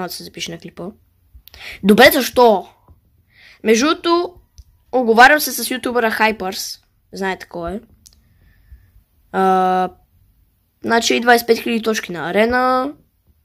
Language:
Bulgarian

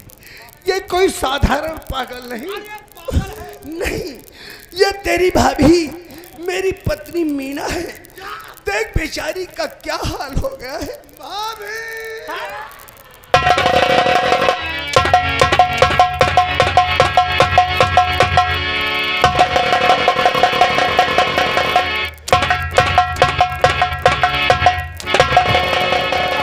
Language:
Hindi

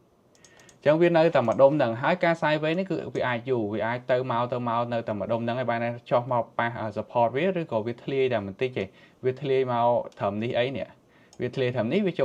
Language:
Khmer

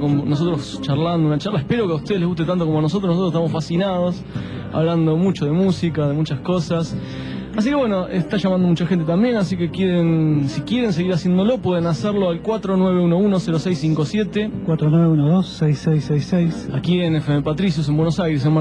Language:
Spanish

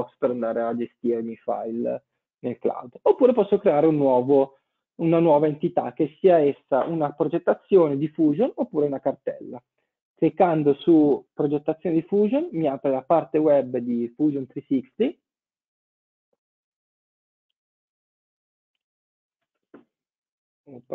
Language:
Italian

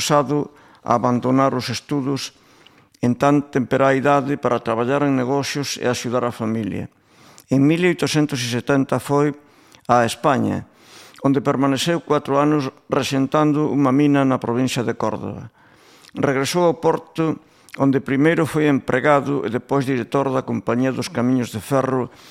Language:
Galician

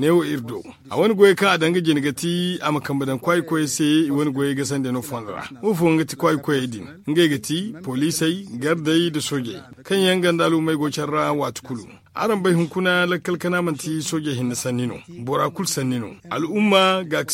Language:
Zarma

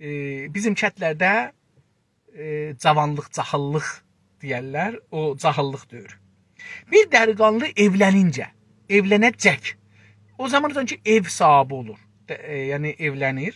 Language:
South Azerbaijani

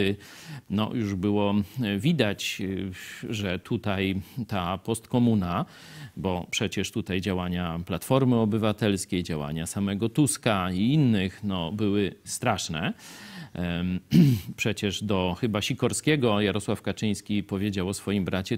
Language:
Polish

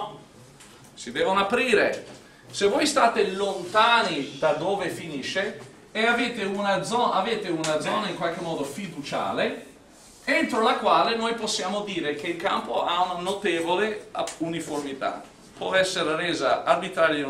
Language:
Italian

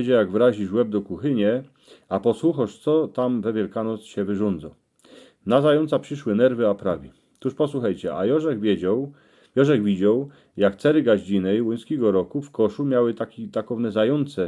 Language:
Silesian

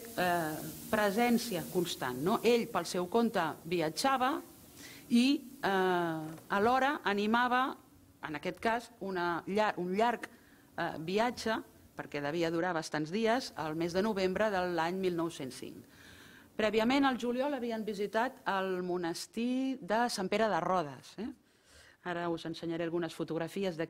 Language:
Catalan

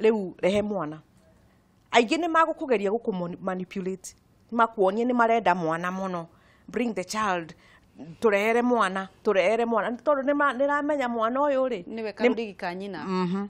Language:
Kikuyu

